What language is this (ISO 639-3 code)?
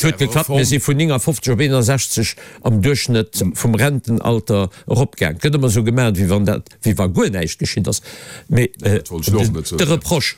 ltz